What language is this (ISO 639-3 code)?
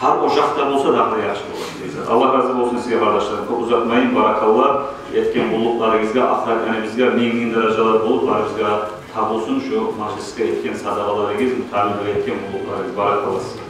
kum